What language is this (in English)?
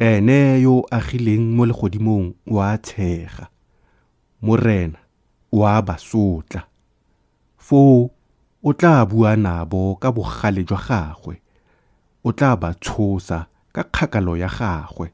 Tswana